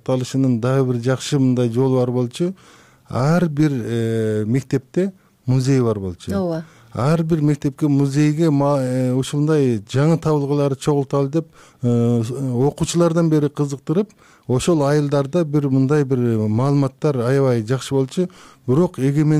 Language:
Kyrgyz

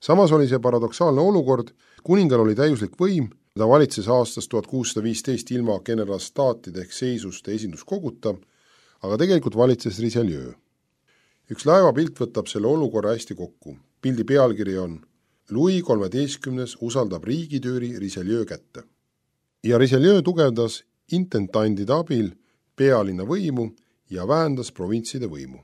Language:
Estonian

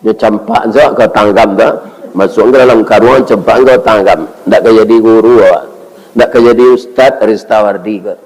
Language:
Minangkabau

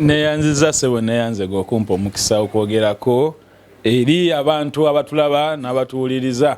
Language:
Ganda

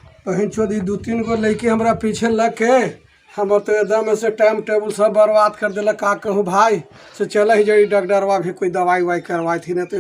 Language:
Magahi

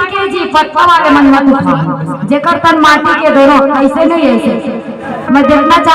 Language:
Chhattisgarhi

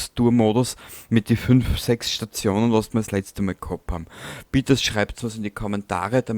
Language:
Bavarian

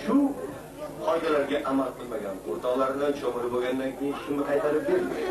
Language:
Uzbek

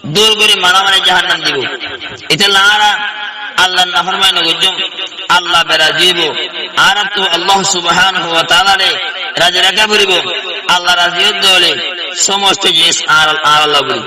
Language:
Rohingya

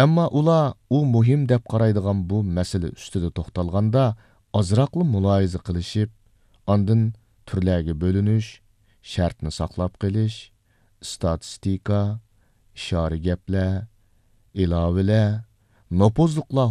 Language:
Uyghur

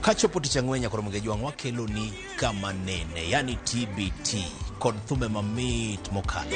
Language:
Luo (Kenya and Tanzania)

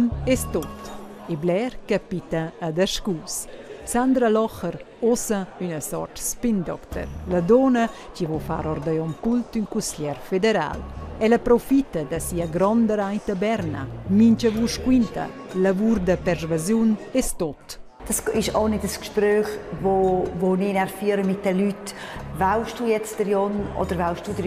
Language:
Romansh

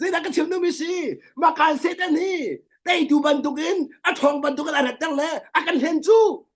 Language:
Hakha Chin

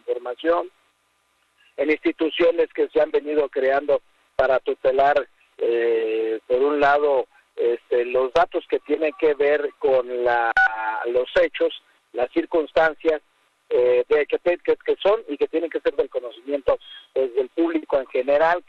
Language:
Spanish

